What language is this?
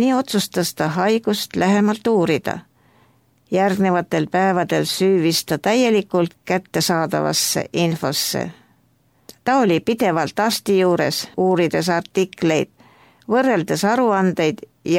Estonian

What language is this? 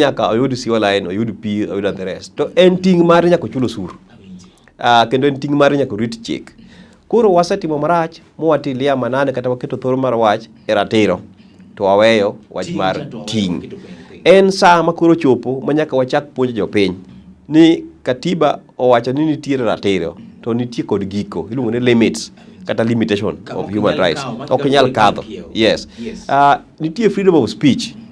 Luo (Kenya and Tanzania)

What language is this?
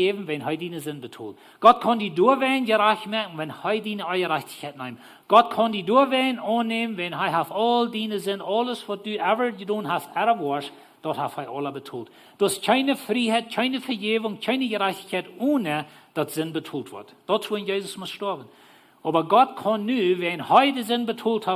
Plautdietsch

